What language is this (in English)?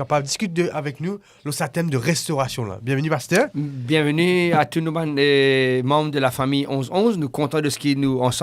Morisyen